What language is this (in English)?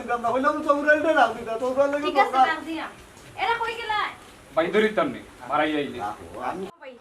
Sylheti